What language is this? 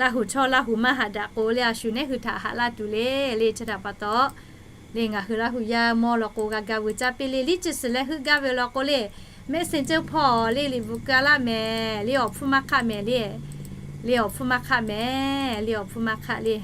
Lahu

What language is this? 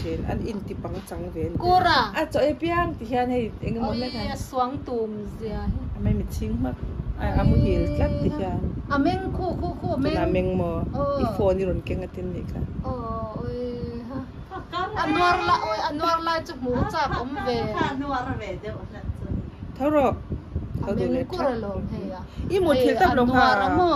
Mizo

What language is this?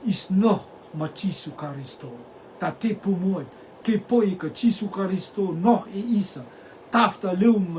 Rotuman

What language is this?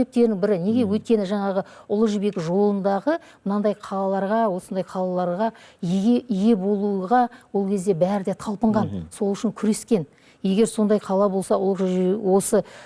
Kazakh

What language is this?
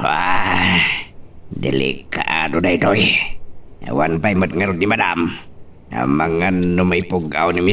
Iloko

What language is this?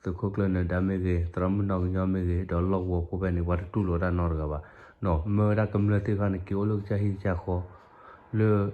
S'gaw Karen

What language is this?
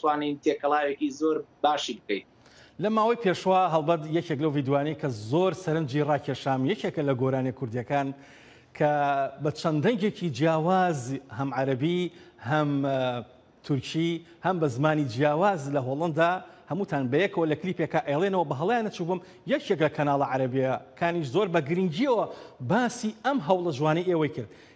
Central Kurdish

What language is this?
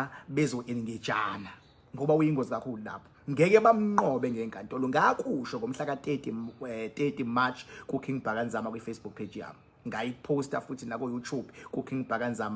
Zulu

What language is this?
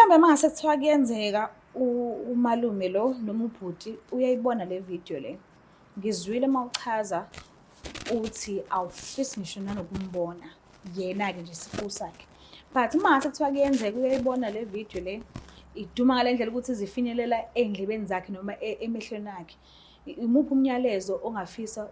Zulu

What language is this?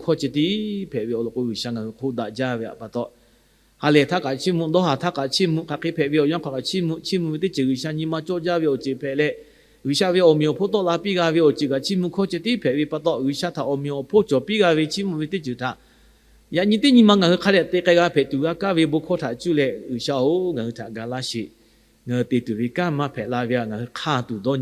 Lahu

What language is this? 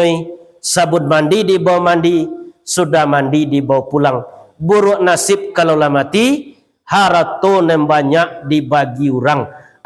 Minangkabau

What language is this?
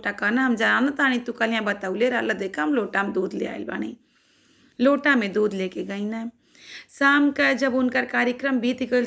Bhojpuri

